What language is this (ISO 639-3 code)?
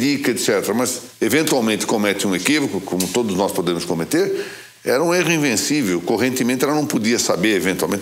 por